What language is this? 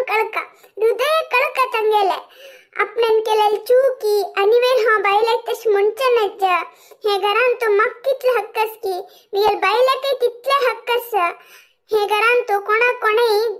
Konkani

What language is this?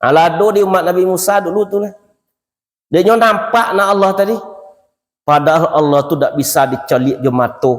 Minangkabau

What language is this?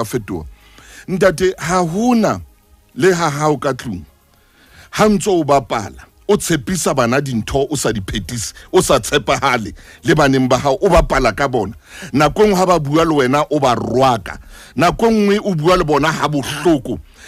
Southern Sotho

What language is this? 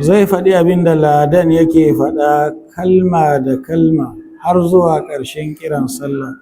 Hausa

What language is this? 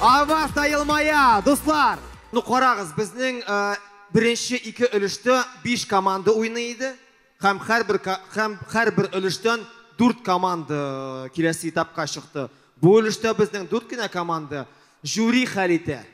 Tatar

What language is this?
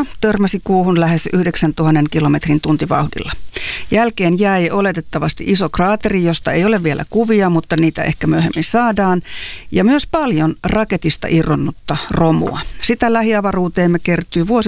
Finnish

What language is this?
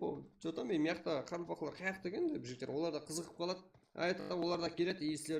Kara-Kalpak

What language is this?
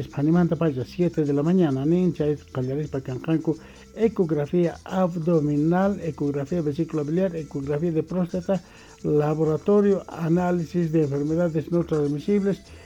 South Bolivian Quechua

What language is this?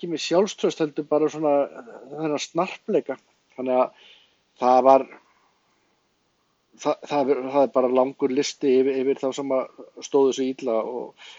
Icelandic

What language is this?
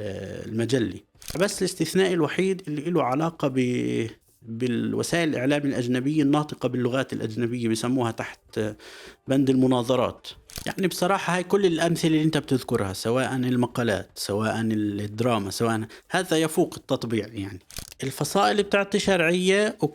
North Levantine Arabic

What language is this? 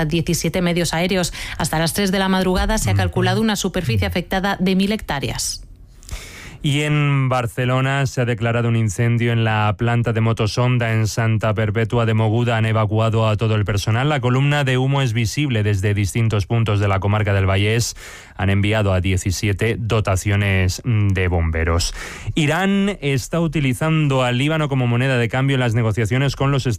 Spanish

